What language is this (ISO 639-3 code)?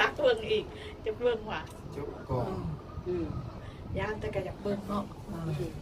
lao